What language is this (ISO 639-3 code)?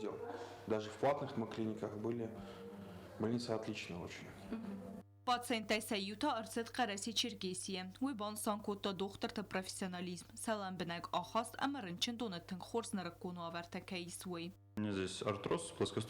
oss